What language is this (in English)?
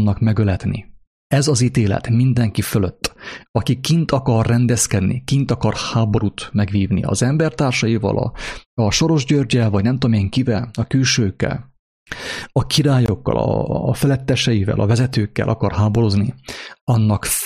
Hungarian